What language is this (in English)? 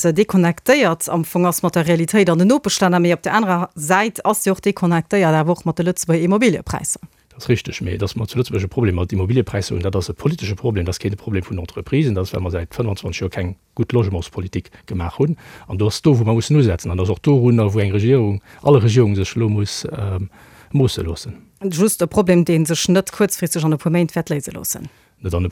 Luxembourgish